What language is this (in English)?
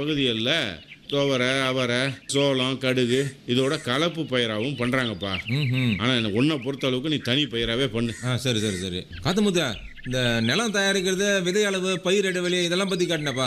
Tamil